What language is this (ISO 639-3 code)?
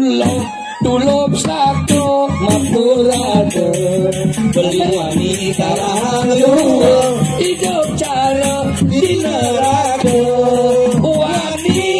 ban